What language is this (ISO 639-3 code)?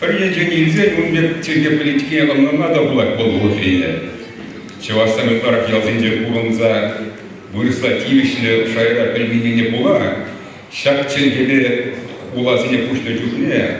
chv